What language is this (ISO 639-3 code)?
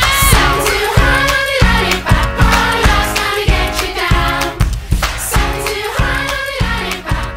eng